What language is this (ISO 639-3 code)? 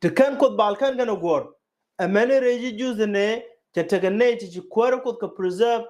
nus